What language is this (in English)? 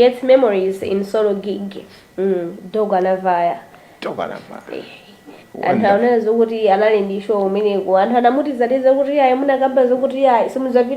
Nyanja